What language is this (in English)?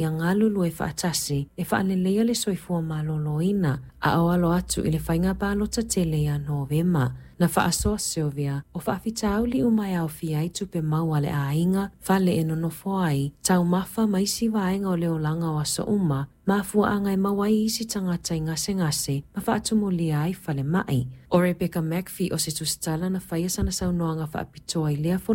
Samoan